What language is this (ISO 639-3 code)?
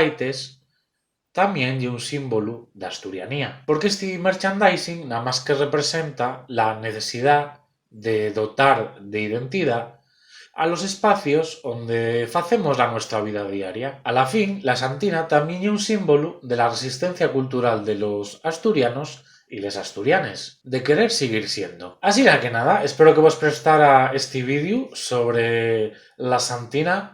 ast